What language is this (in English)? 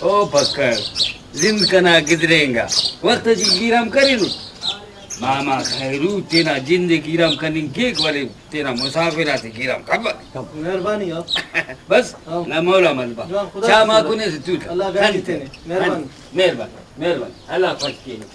Brahui